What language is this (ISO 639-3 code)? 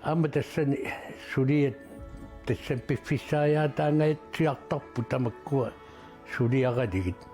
kal